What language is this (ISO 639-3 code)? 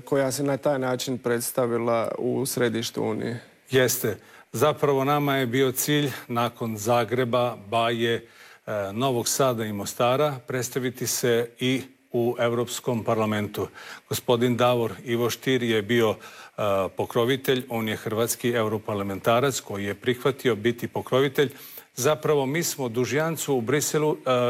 hrv